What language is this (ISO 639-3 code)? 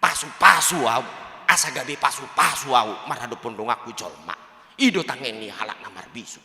bbc